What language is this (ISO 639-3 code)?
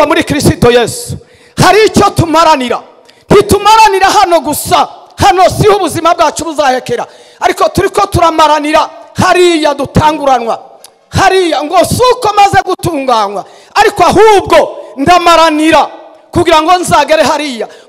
kin